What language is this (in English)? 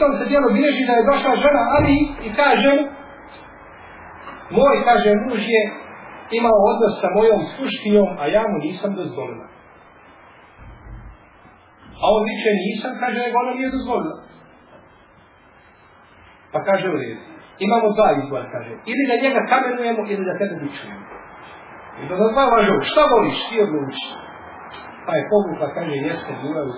Bosnian